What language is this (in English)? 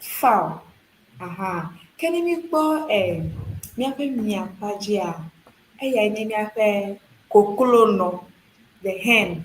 Ewe